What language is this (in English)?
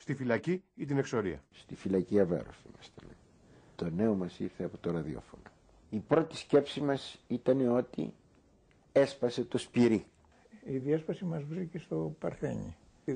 Greek